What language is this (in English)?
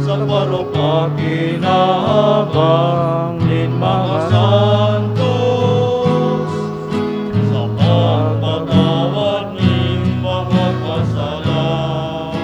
Bikol